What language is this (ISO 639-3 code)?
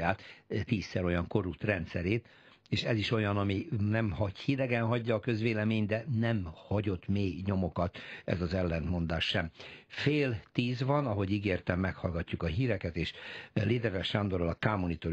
hun